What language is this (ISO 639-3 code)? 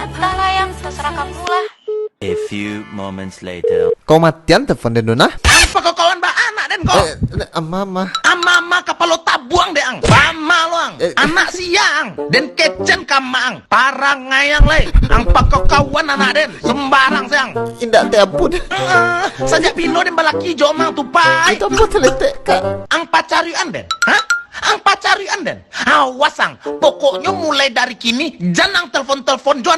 min